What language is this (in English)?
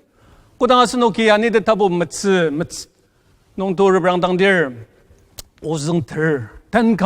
Ao Naga